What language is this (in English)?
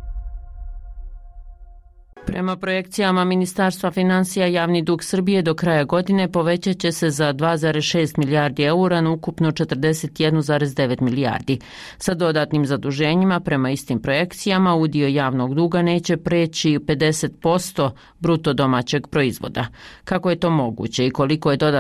Bosnian